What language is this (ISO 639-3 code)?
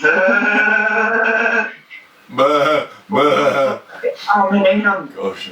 bar